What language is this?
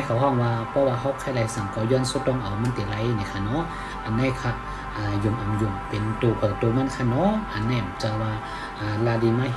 Shan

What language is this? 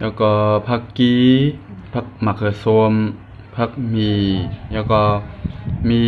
Shan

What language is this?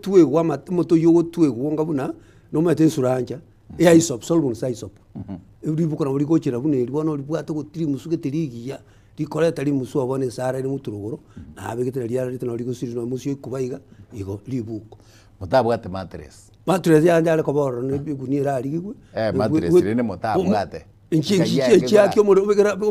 Gusii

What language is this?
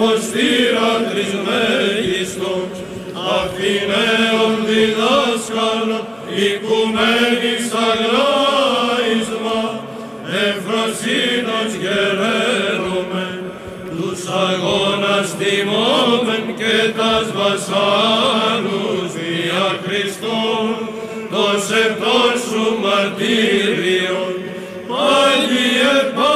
Greek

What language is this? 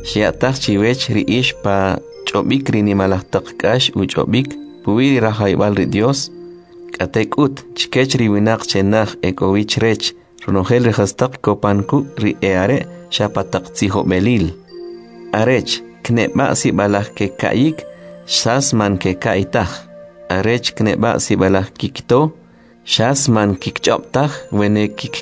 Kʼicheʼ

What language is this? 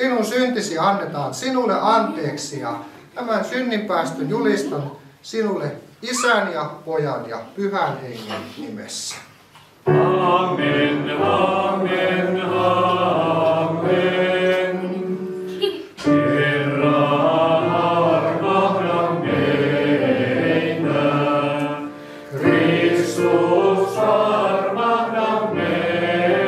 Finnish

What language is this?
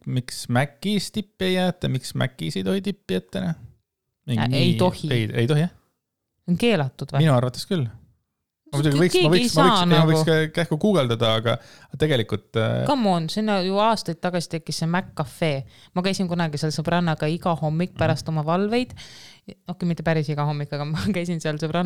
Estonian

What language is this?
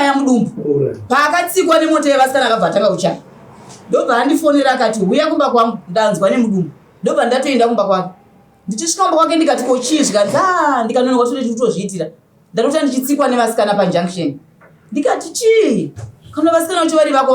Shona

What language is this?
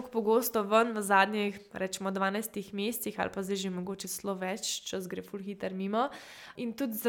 Slovenian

